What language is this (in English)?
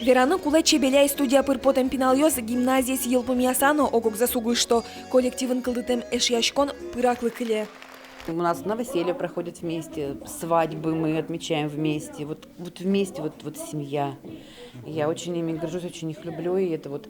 Udmurt